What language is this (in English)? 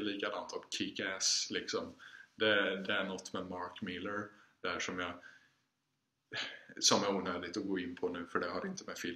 Swedish